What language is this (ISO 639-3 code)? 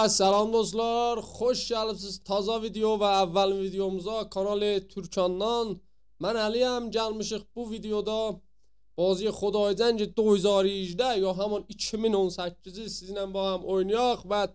azb